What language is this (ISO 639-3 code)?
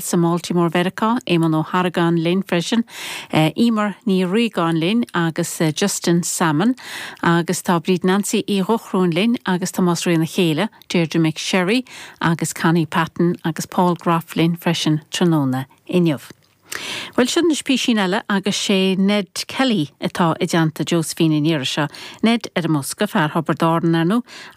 gle